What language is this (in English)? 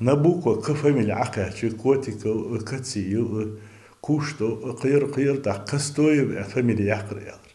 Ingush